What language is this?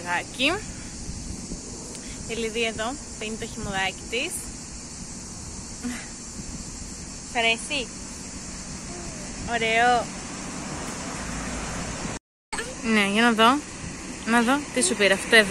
Greek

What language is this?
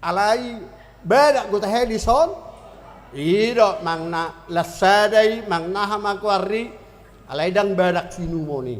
Batak Toba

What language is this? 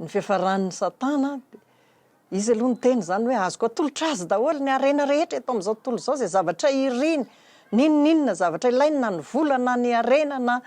Malagasy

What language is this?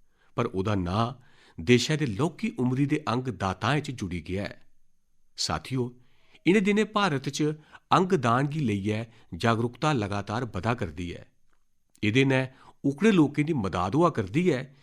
Dogri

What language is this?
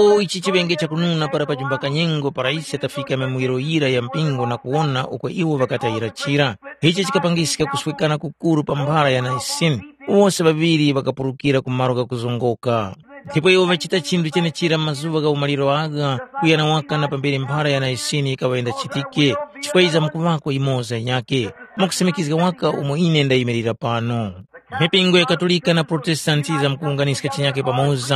Tumbuka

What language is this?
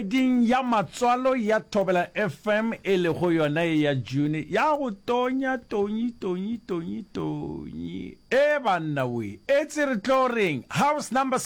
Northern Sotho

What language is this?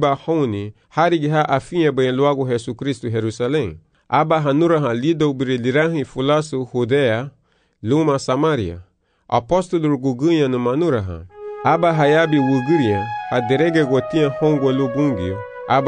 Garifuna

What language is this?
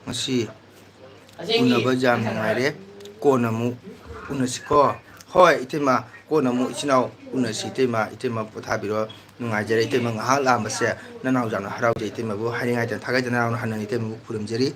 Manipuri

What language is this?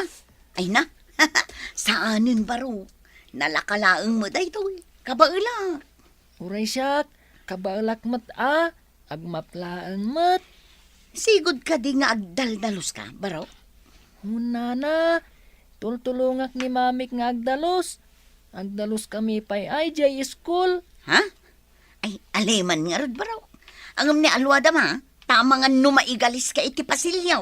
Iloko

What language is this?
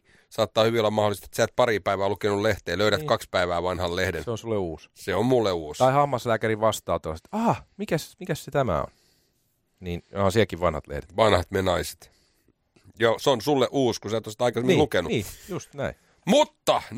Finnish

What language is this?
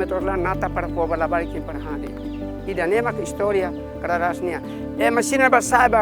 Tetum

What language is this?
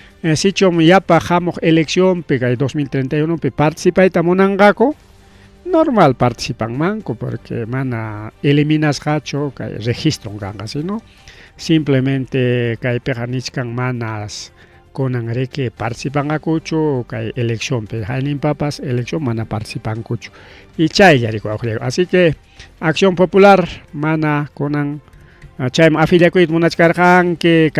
Ayacucho Quechua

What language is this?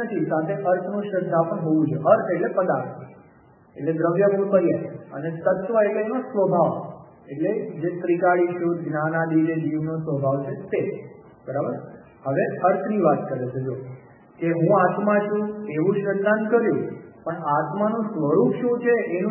Gujarati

